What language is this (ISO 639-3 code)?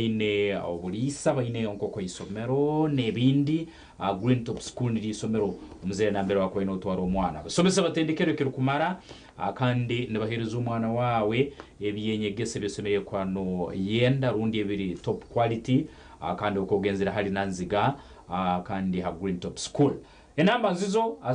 nyn